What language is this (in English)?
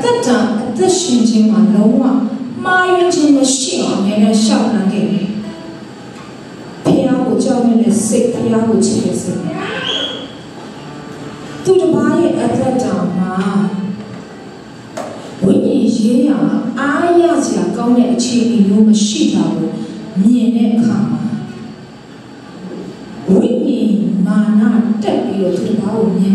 Burmese